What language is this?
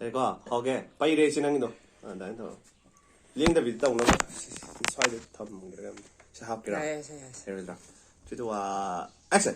Manipuri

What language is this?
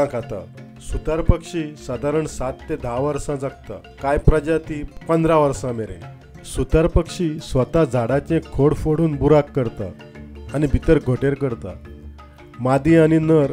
Konkani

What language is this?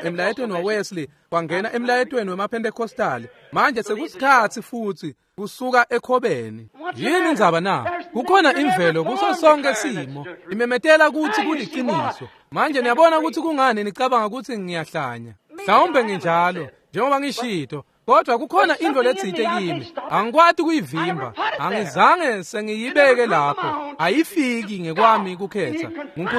Swati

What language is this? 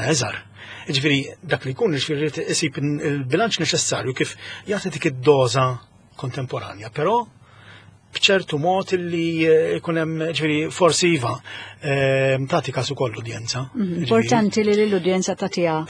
Maltese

